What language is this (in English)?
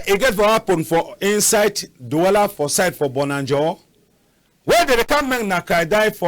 Cameroon Pidgin